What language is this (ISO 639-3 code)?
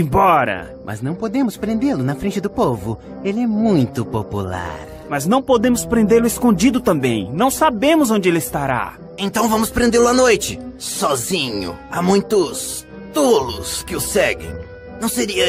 por